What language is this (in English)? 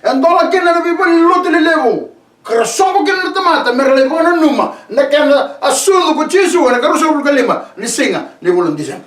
Fijian